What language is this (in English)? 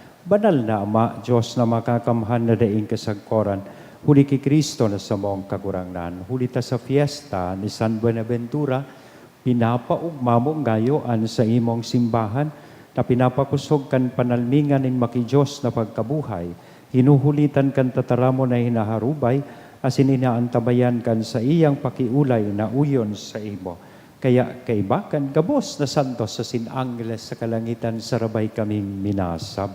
Bikol